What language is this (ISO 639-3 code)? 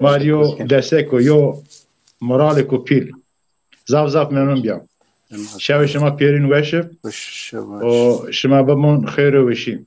zza